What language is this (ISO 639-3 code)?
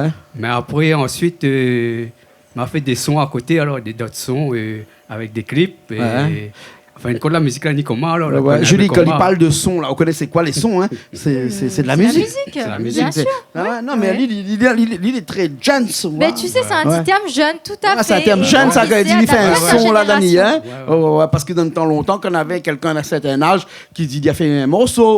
rcf